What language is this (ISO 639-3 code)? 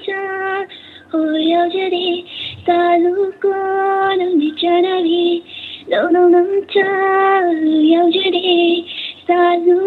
mni